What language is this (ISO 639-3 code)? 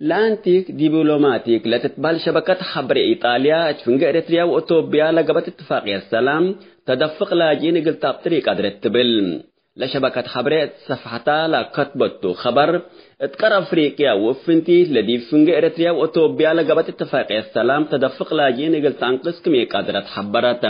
tig